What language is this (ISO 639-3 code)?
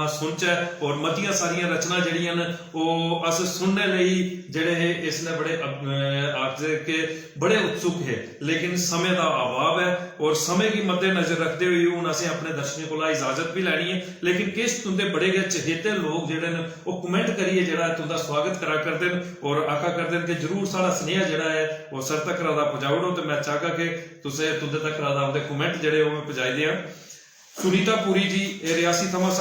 doi